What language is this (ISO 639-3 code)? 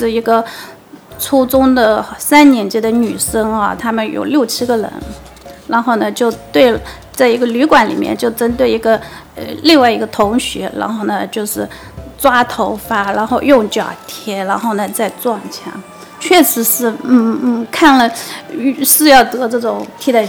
zho